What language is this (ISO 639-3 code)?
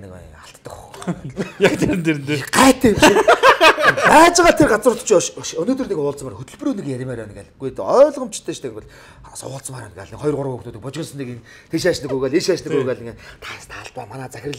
mon